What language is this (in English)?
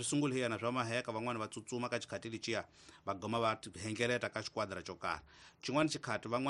Tsonga